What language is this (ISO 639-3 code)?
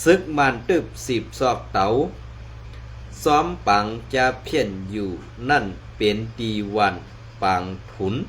shn